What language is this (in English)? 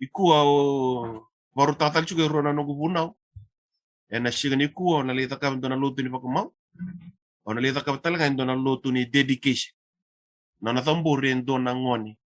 Fijian